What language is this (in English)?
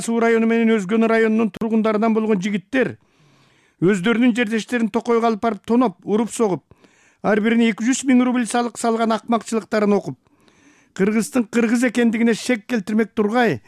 Kyrgyz